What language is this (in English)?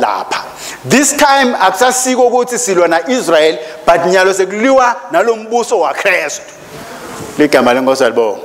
Swati